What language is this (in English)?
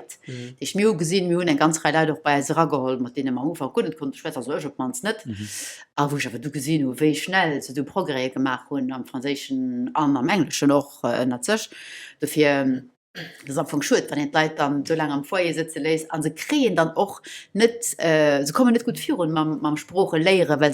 Luxembourgish